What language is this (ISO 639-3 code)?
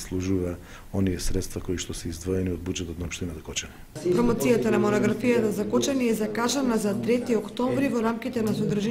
mkd